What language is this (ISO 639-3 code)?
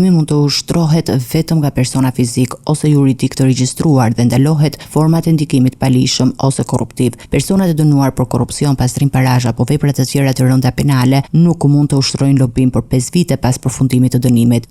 sqi